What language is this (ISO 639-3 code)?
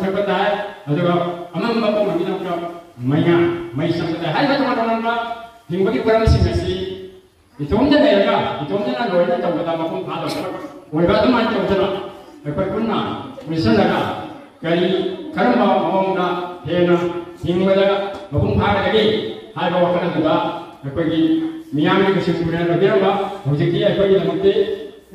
mni